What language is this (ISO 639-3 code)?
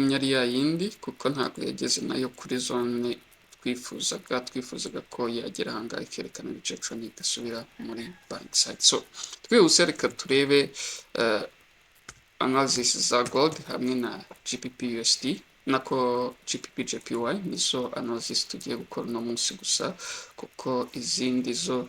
kin